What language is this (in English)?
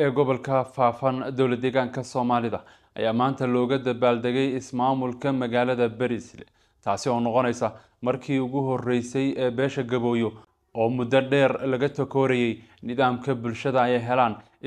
Somali